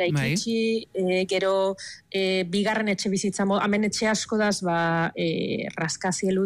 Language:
Basque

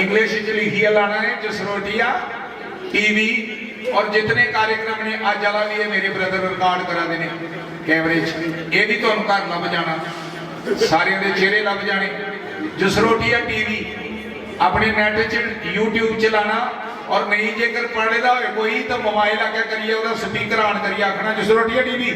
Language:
Dogri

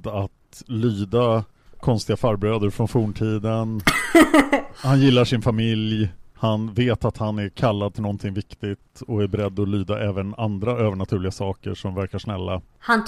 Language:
Swedish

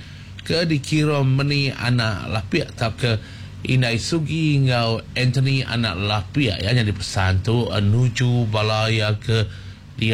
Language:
Iban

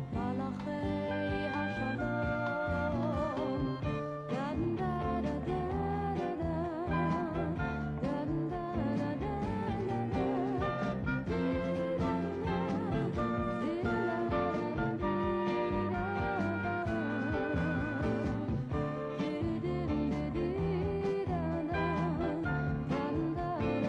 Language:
Hebrew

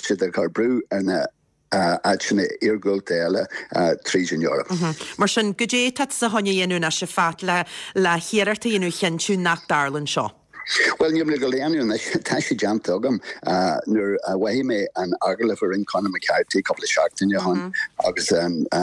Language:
Irish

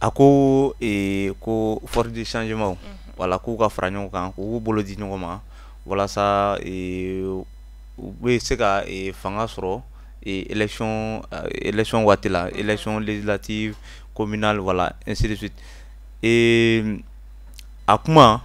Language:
Bambara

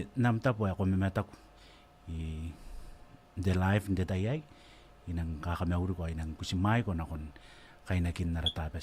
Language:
Gilbertese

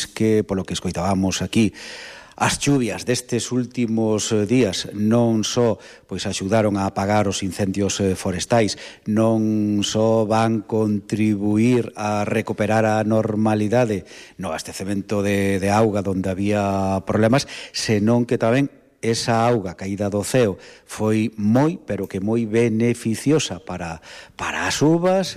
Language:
Galician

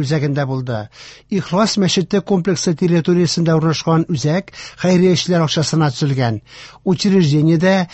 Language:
Tatar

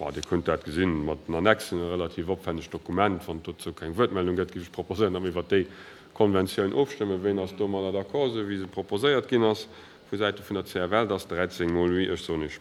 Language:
Luxembourgish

